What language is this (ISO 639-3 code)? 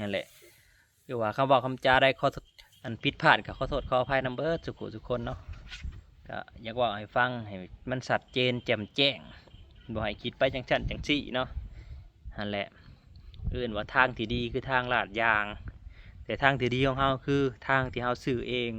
lao